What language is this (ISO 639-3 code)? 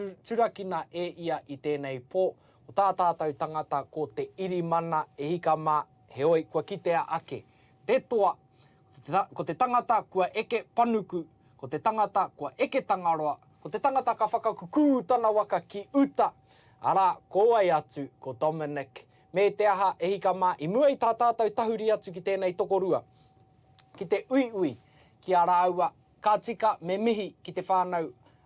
mri